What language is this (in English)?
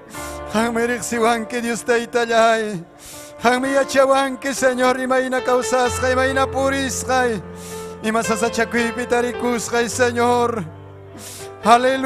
Ayacucho Quechua